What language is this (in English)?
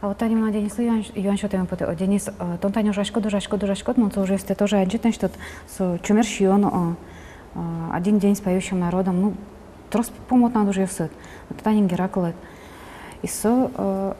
Udmurt